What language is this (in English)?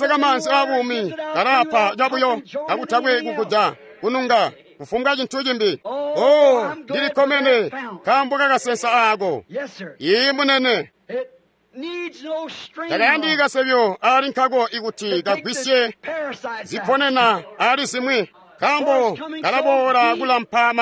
Tonga (Zambia)